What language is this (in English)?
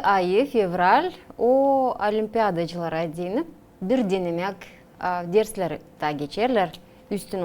Gagauz